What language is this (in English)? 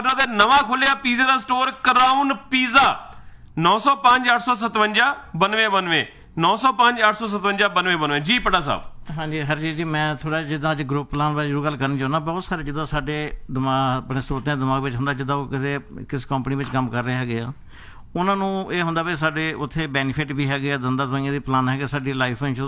Punjabi